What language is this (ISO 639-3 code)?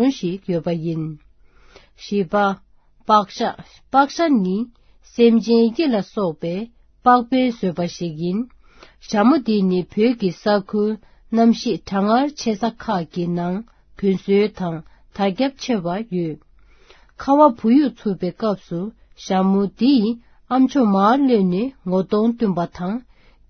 bod